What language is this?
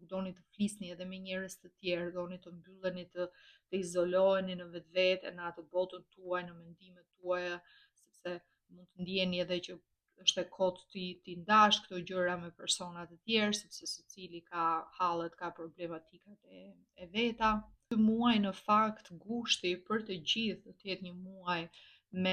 Albanian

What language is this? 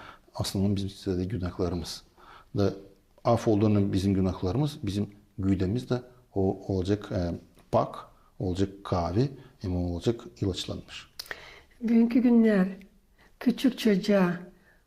Gagauz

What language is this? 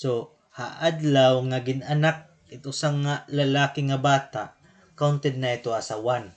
Waray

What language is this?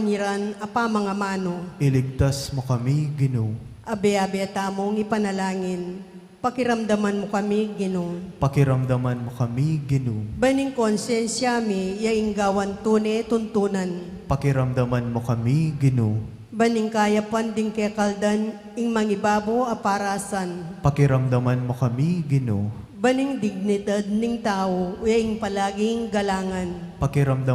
Pampanga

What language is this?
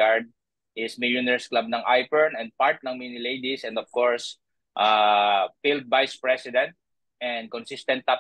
Filipino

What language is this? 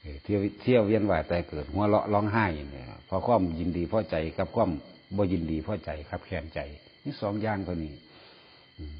Northeastern Thai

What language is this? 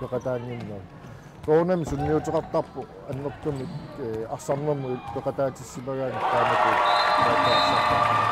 Kalaallisut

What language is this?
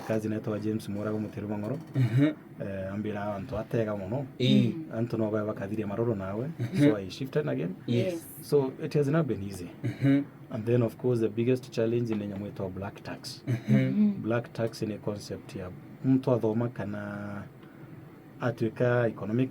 Meru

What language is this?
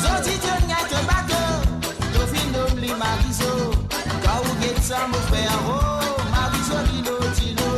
Morisyen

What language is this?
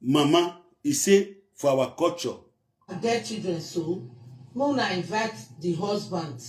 Nigerian Pidgin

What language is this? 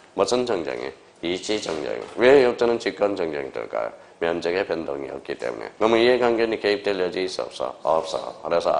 Korean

